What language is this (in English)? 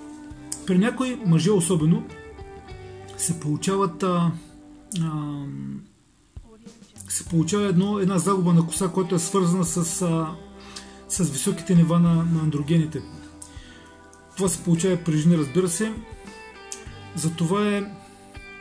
Bulgarian